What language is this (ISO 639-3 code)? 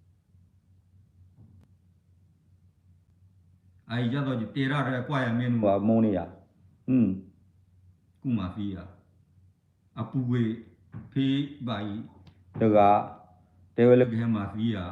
ksw